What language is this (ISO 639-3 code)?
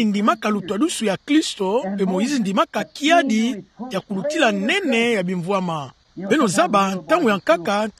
ktu